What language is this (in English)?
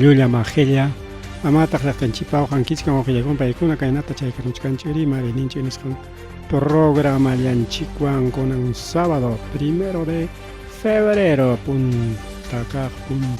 Ayacucho Quechua